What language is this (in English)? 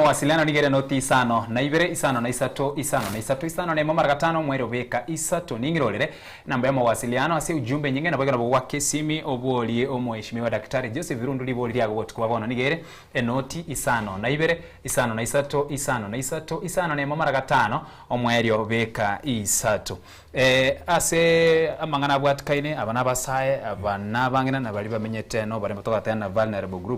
Gusii